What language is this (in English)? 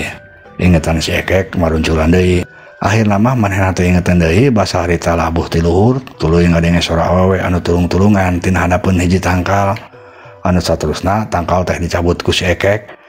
Sundanese